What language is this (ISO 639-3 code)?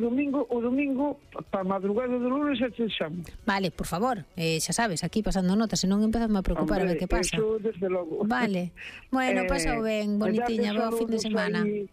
glg